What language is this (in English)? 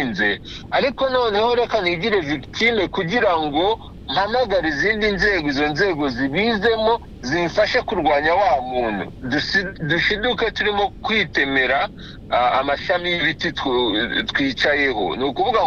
Kinyarwanda